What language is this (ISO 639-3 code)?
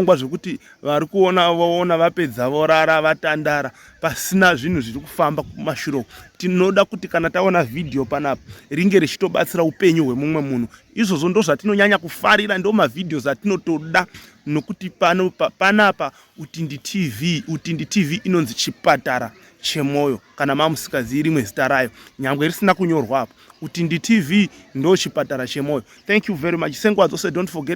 sna